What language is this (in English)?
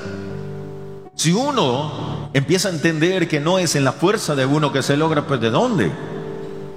Spanish